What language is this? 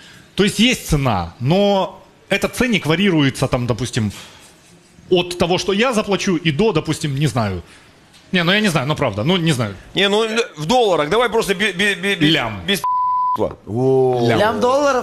Russian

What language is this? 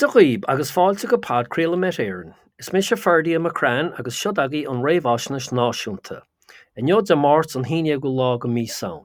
Irish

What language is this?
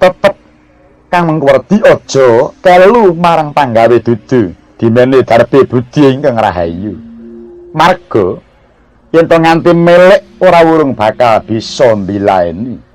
Javanese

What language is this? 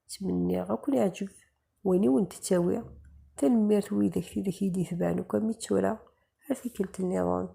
Kabyle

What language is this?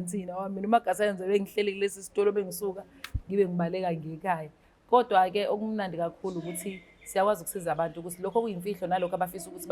Zulu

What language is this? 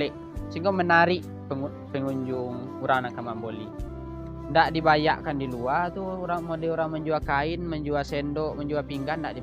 Minangkabau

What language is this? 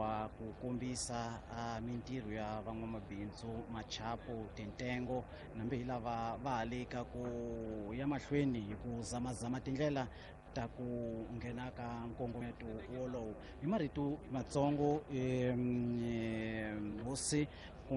Tsonga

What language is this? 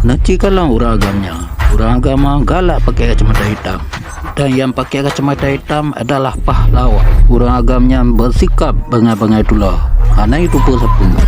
Achinese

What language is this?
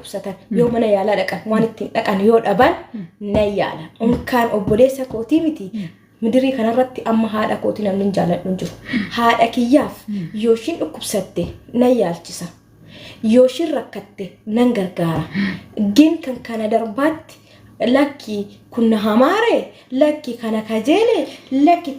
Oromo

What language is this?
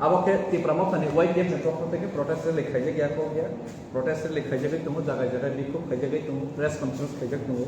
Kok Borok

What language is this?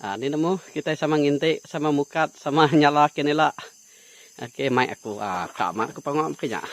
Iban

